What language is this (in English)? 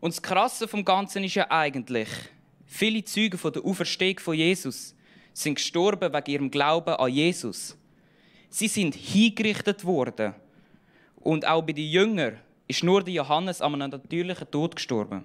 Swiss German